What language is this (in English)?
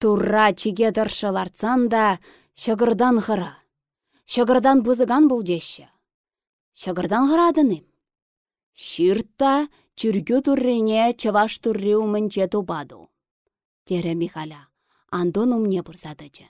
Chuvash